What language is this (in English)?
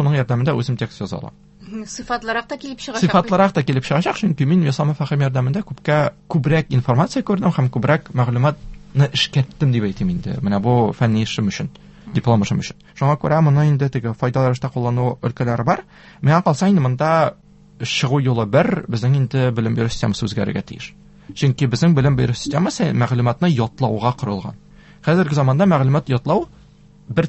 Tatar